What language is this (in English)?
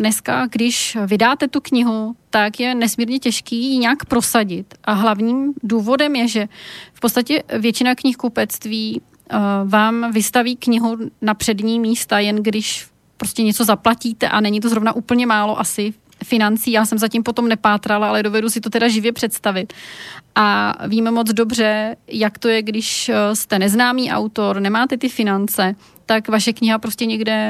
Czech